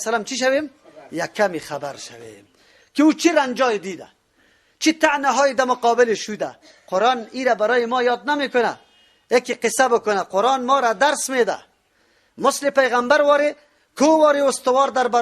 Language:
Persian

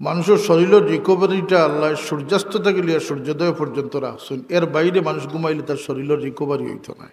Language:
Sylheti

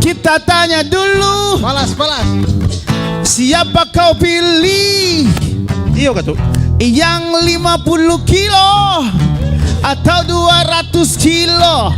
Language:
Manado Malay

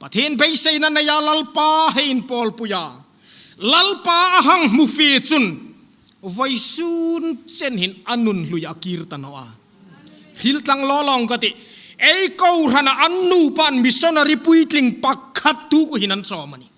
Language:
Hmar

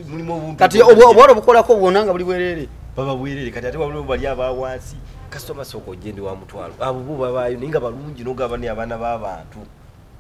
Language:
Ganda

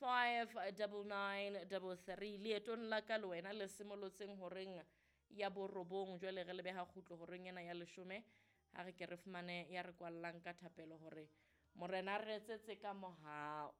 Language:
Southern Sotho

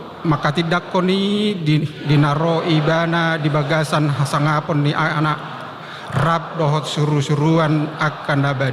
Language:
Batak Toba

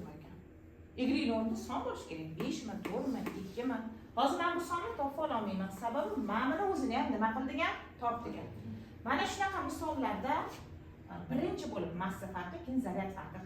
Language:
Uzbek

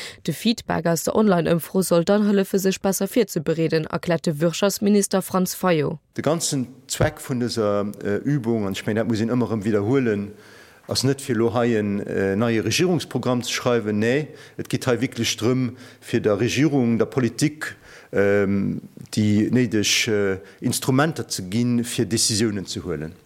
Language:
Luxembourgish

